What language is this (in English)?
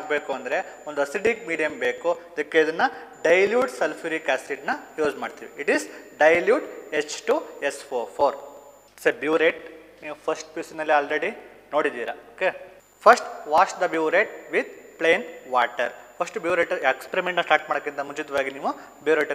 Kannada